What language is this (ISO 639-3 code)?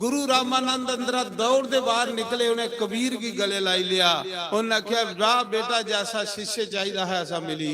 doi